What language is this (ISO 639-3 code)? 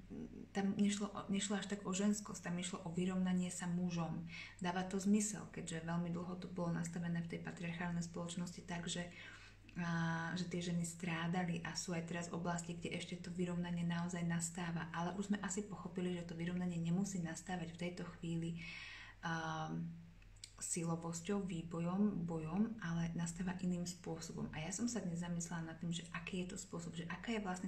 slk